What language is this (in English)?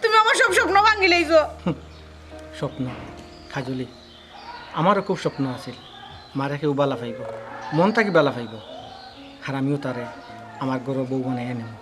Sylheti